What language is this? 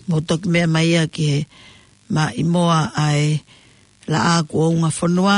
Tongan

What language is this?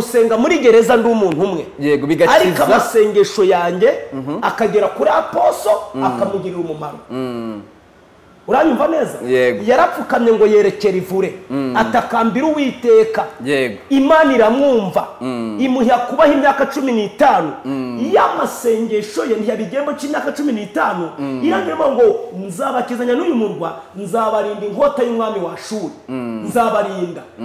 Kinyarwanda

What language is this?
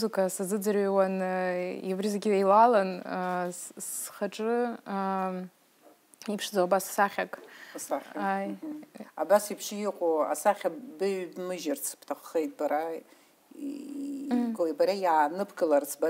Abkhazian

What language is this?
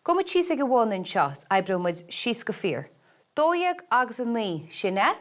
Irish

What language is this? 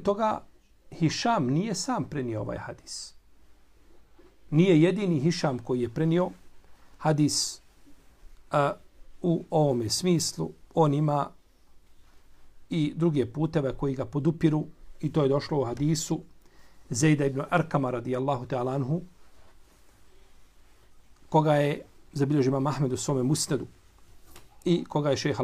Bosnian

